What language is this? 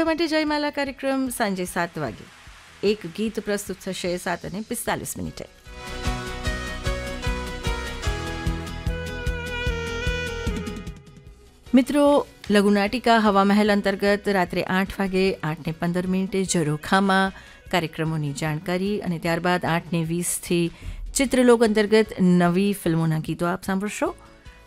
Gujarati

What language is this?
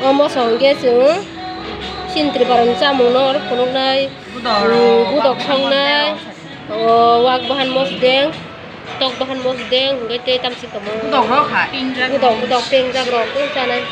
Kok Borok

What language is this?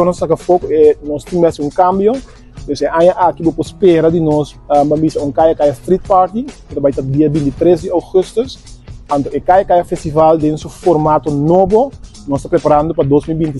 Papiamento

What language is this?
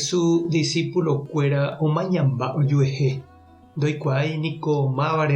Guarani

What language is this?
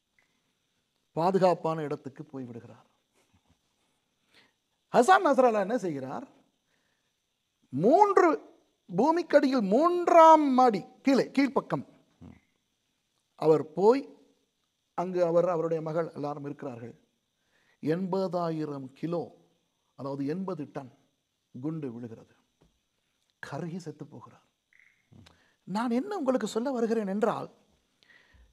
Tamil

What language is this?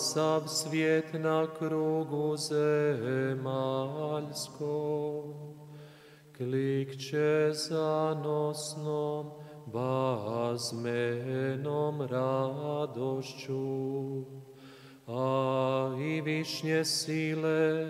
Croatian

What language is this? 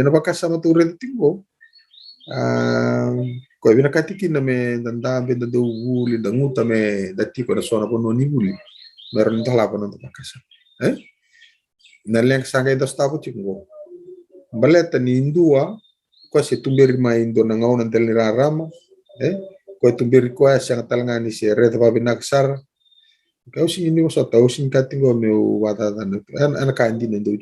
Fijian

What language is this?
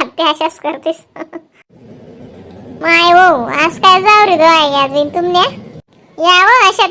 Khandesi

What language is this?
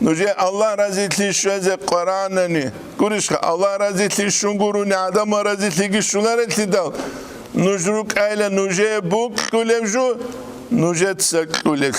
Avaric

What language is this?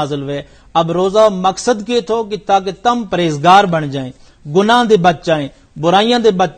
Gujari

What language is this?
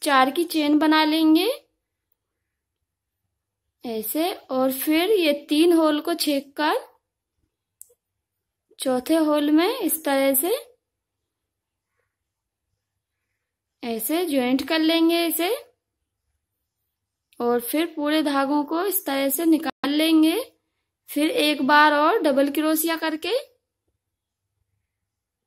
Hindi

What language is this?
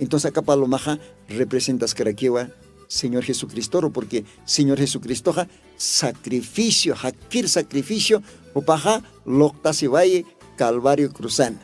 Aymara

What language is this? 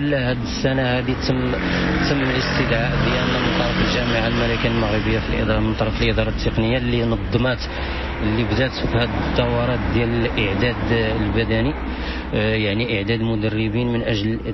Moroccan Arabic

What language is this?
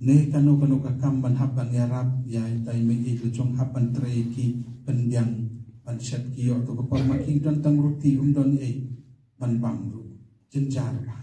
Khasi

